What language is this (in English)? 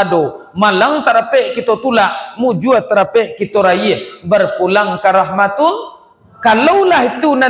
Minangkabau